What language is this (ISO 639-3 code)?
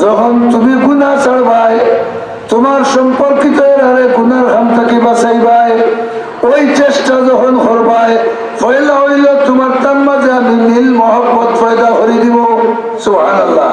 syl